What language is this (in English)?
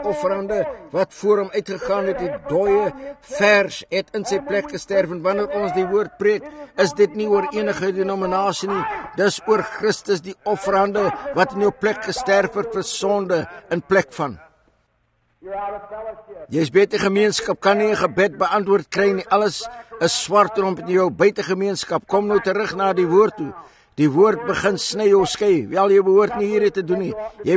Afrikaans